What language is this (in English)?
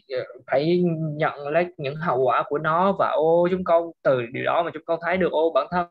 Vietnamese